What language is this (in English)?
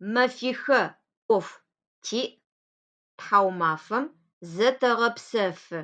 Adyghe